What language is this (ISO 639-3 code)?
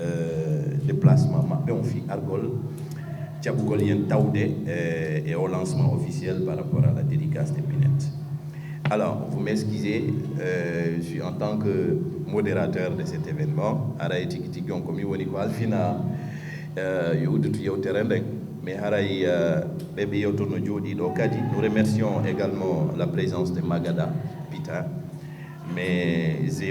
ful